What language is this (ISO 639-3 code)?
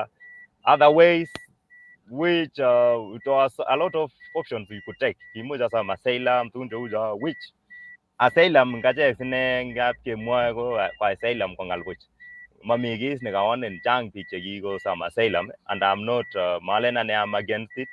kln